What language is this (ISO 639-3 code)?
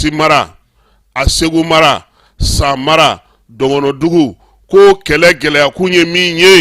bam